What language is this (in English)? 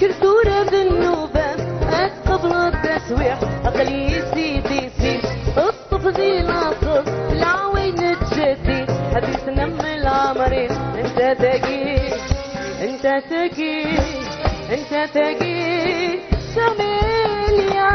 Algerian Arabic